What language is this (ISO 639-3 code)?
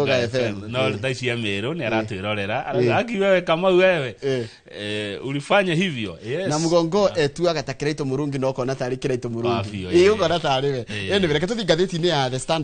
kik